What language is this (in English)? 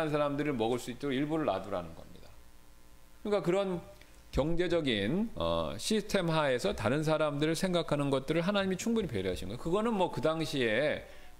Korean